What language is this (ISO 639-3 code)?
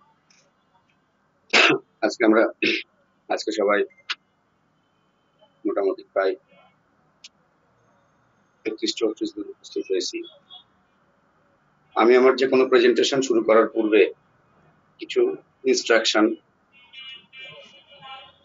ben